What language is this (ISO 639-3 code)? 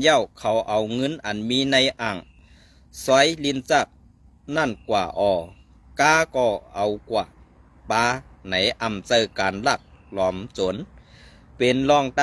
shn